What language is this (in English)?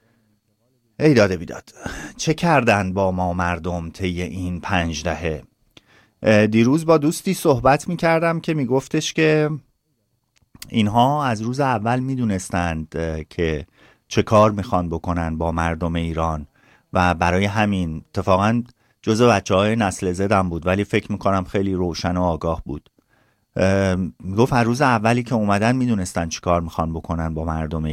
Persian